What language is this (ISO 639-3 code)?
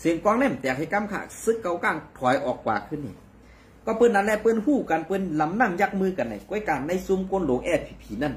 shn